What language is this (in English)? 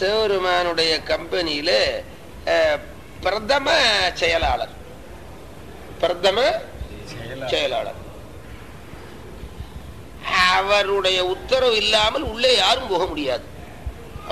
Tamil